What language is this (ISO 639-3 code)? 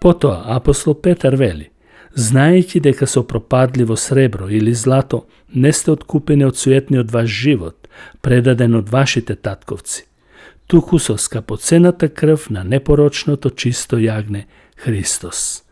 mkd